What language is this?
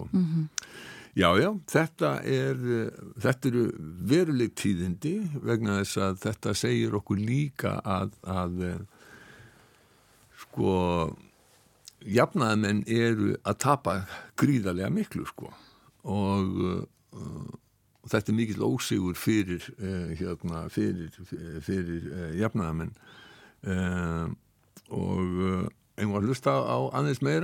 Icelandic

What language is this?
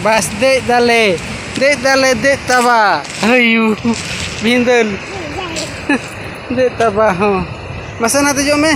Santali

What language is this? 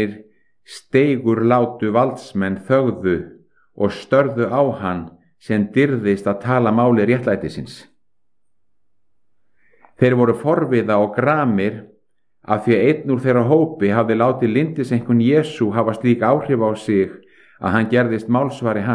Icelandic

